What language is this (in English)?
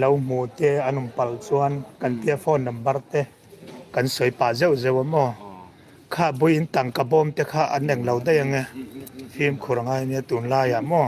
Mizo